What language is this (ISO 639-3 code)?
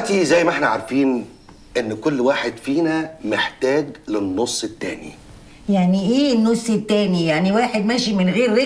arz